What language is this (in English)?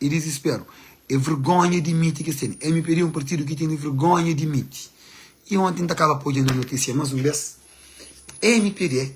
Kabuverdianu